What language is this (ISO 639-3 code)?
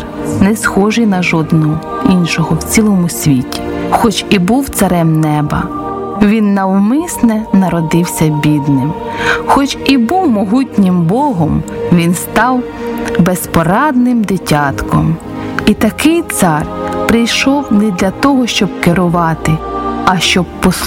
ukr